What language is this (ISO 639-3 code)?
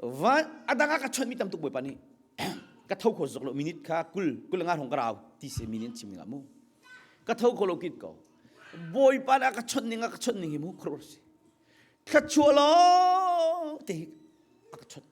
cnh